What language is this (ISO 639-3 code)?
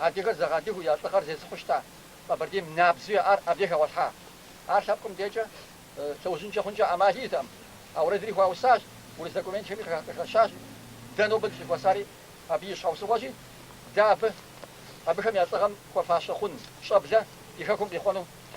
kbd